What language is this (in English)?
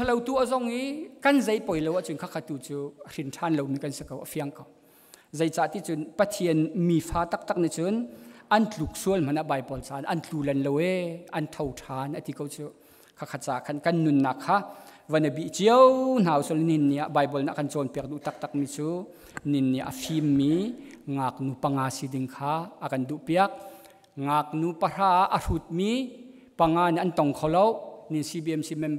Hakha Chin